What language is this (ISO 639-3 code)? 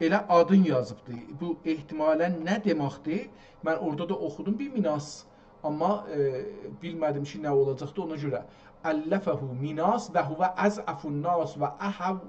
azb